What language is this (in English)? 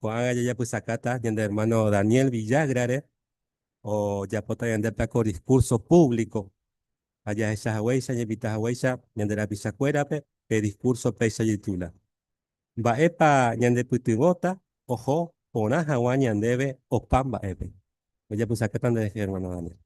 Guarani